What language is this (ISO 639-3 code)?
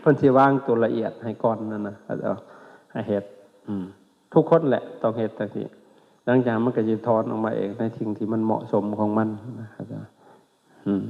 lao